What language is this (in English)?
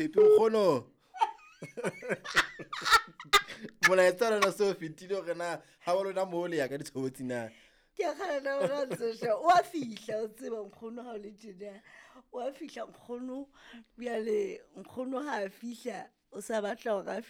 Southern Sotho